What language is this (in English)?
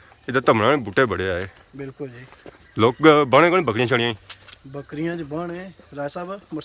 Pahari-Potwari